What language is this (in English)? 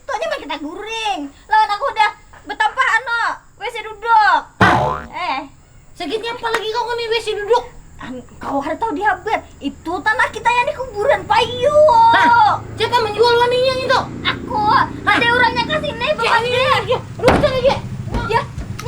Banjar